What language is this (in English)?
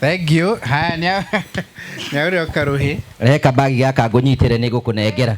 Kikuyu